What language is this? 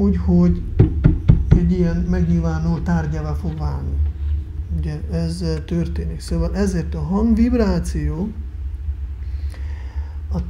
Hungarian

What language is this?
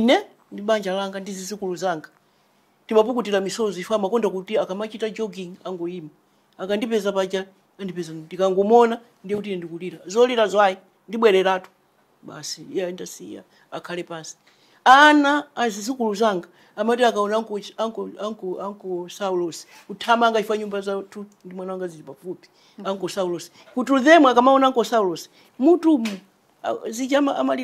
Nyanja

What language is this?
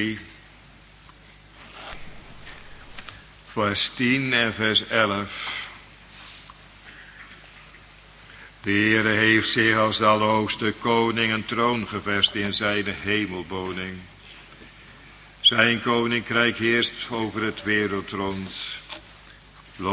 Dutch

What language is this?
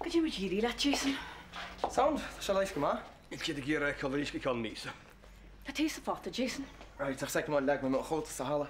Irish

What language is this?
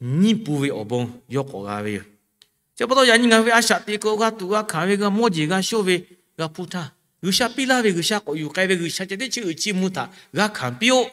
Lahu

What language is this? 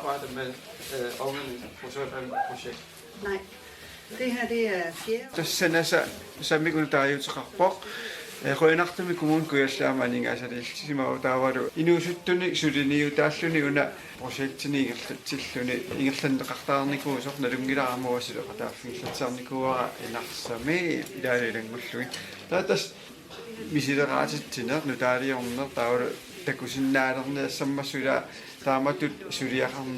Kalaallisut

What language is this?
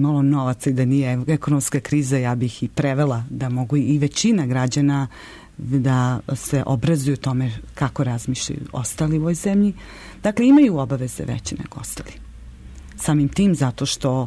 Serbian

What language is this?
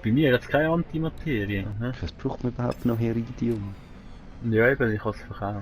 Swiss German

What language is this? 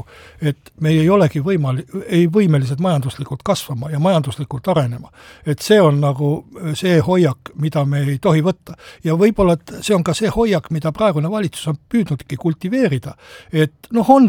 Estonian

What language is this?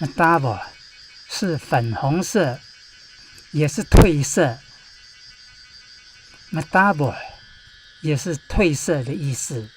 Taroko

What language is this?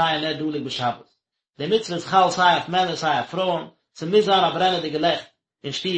Yiddish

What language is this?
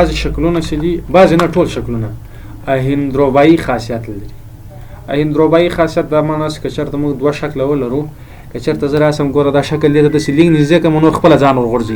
Pashto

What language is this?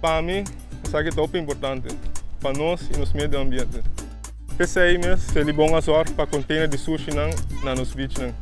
Papiamento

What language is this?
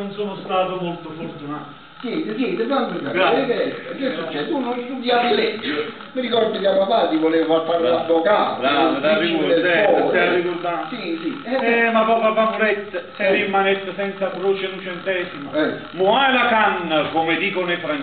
Neapolitan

